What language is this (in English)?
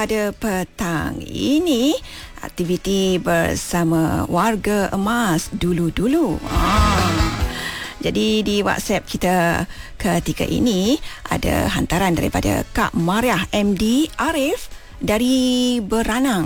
Malay